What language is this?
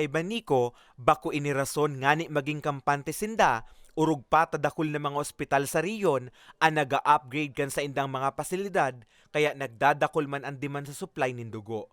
Bikol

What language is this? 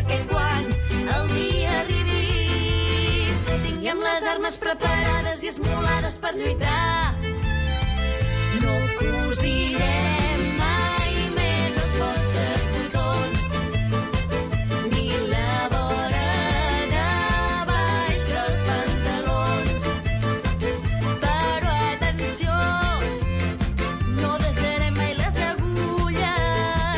Catalan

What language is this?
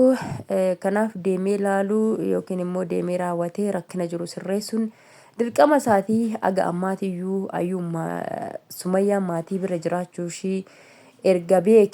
Oromo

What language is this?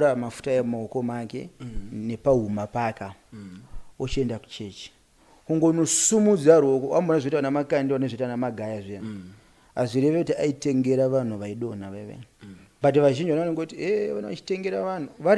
Shona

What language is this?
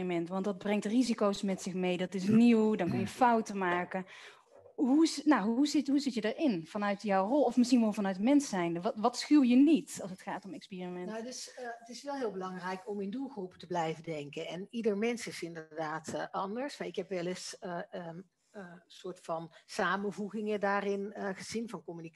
Dutch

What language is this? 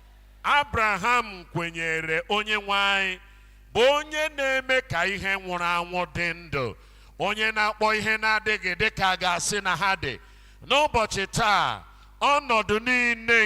Igbo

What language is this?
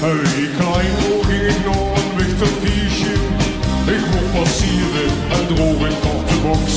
Limburgish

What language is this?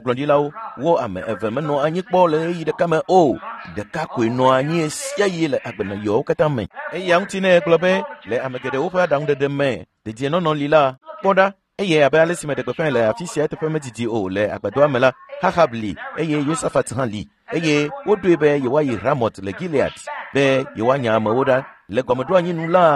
Ewe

